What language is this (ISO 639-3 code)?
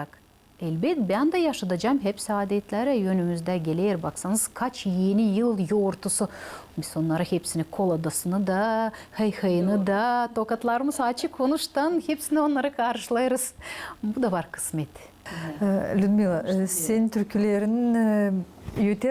gag